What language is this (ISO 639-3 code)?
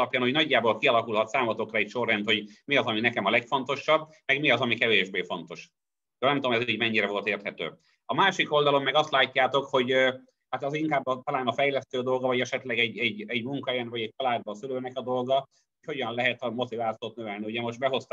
hun